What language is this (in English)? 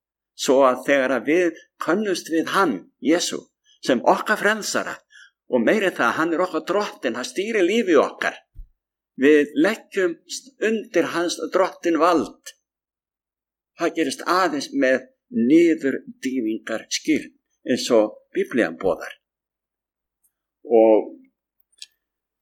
Icelandic